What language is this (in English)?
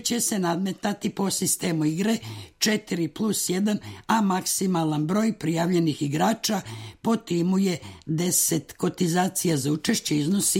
Serbian